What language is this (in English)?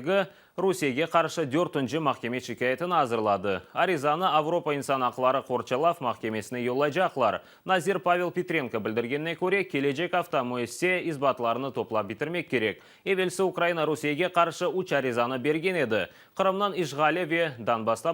Crimean Tatar